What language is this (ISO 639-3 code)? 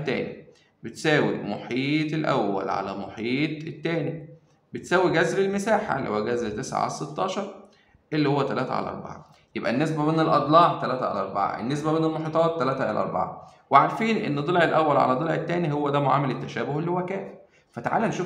arz